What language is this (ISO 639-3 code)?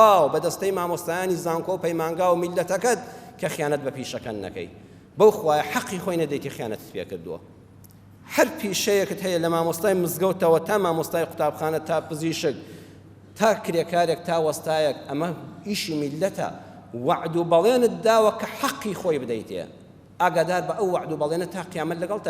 ckb